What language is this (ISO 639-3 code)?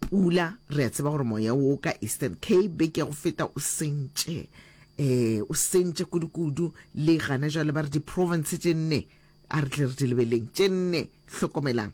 nso